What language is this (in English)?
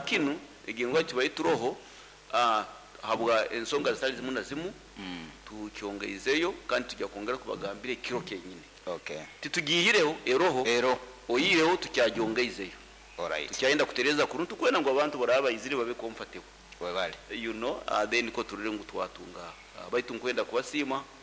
Nyoro